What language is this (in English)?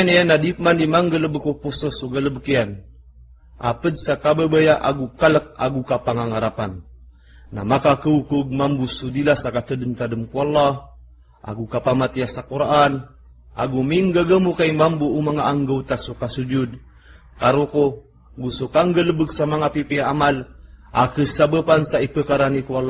Maranao